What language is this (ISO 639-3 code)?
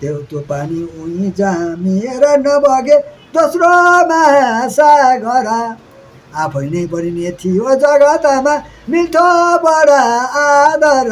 nep